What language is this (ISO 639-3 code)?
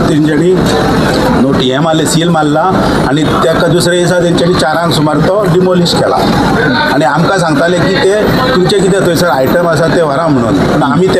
kok